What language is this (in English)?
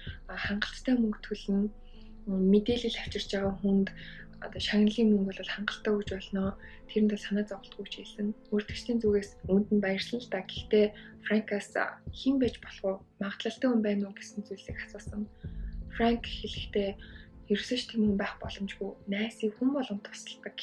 Mongolian